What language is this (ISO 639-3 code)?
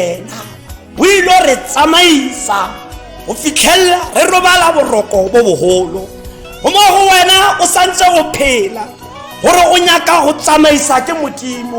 tsn